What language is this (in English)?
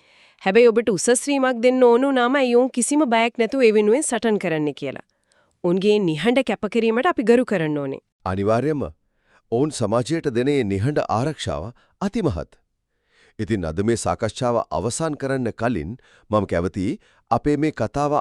Sinhala